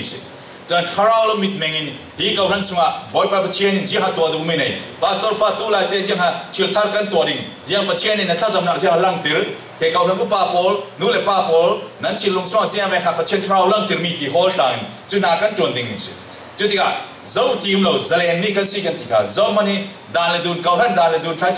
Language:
Falam Chin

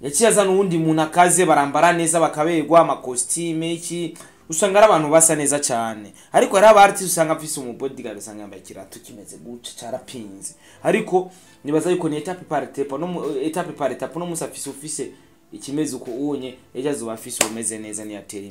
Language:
Rundi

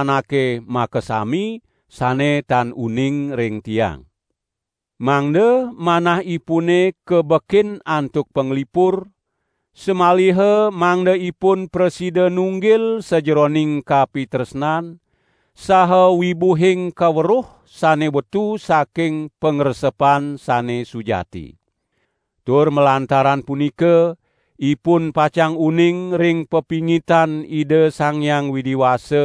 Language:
Balinese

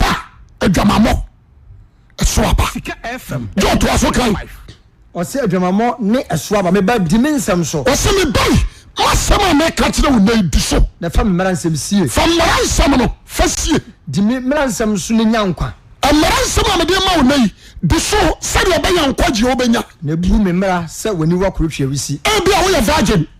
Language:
Akan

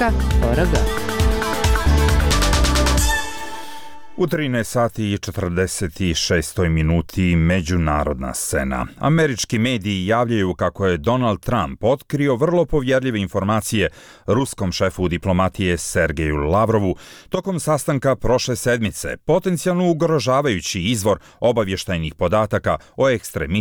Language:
Bosnian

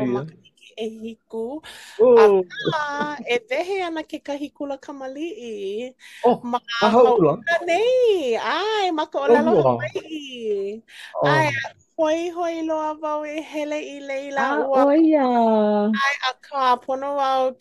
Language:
Hawaiian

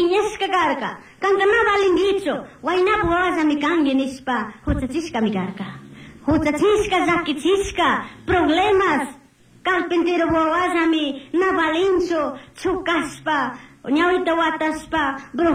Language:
Chimborazo Highland Quichua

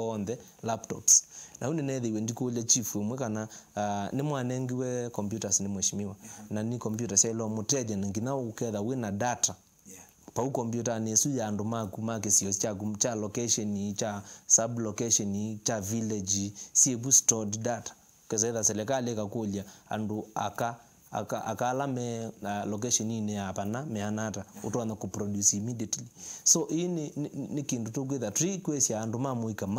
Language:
Kamba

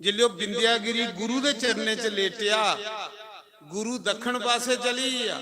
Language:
Dogri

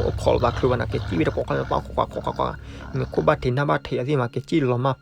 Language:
S'gaw Karen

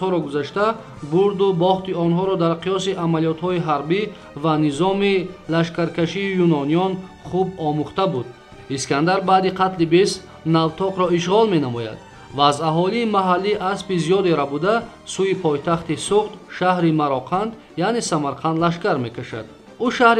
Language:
Tajik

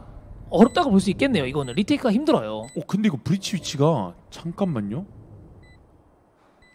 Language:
Korean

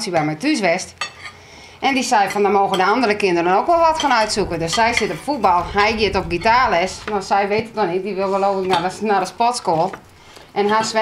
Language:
Western Frisian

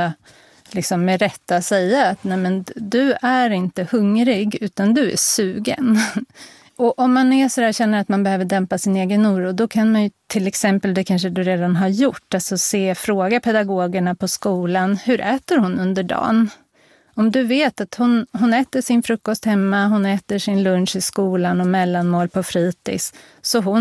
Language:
Swedish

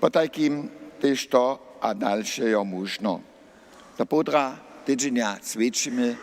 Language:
Upper Sorbian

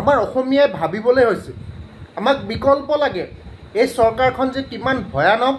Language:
Assamese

